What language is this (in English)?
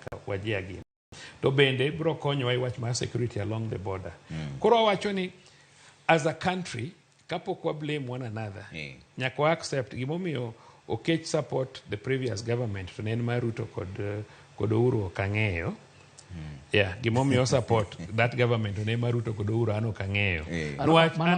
Luo (Kenya and Tanzania)